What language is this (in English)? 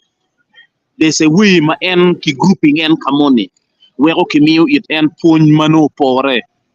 Acoli